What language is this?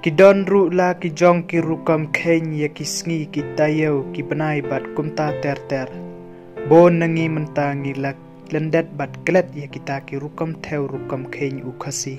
Khasi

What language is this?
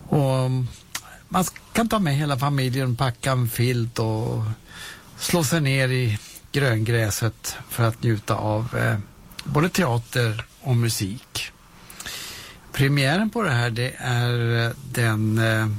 Swedish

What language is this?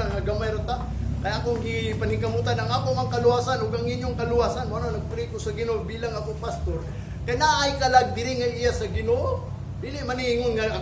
Cebuano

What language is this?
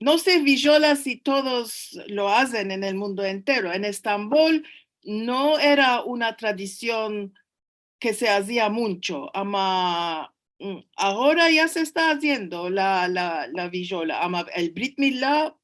Ladino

